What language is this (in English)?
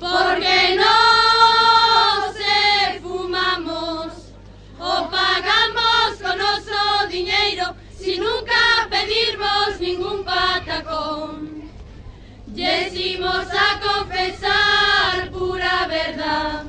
Galician